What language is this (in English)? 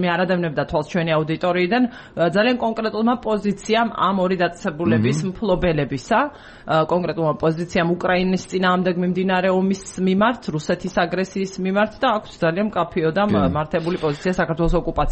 Georgian